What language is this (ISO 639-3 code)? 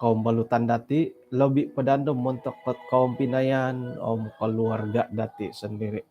dtp